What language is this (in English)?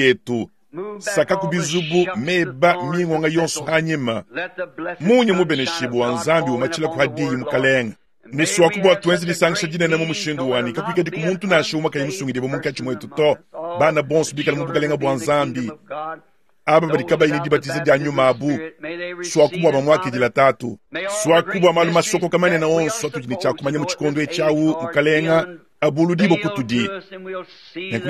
Luba-Lulua